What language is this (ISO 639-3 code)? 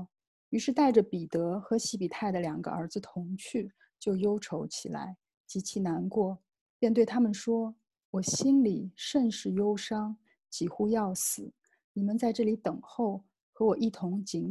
zho